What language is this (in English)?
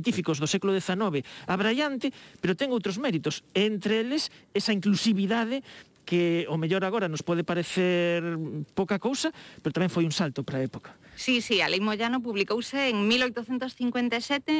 Galician